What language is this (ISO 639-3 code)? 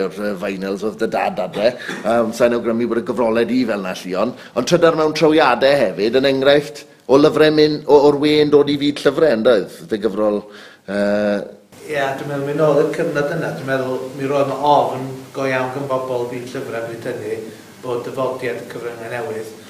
cym